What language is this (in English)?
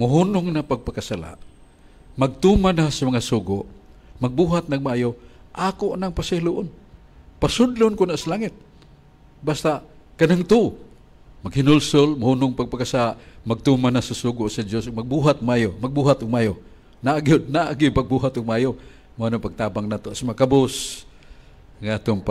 Cebuano